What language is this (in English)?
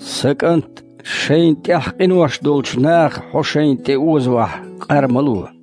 Chechen